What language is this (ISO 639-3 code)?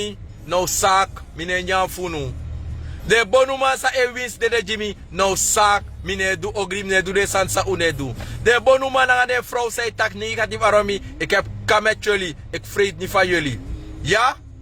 srn